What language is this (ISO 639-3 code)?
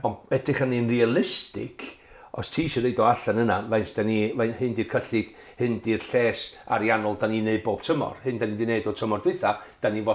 cym